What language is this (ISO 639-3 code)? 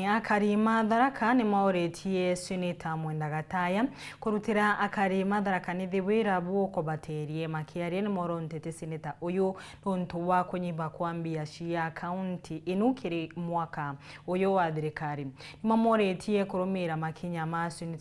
mer